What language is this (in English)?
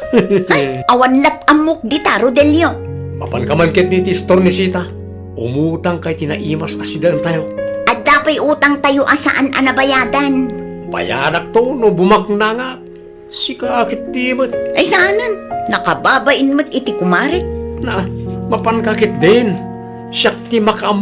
Iloko